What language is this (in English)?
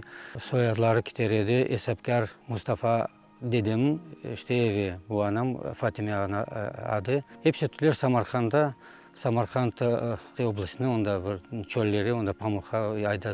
Crimean Tatar